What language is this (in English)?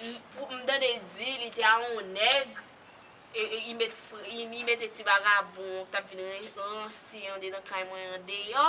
Haitian Creole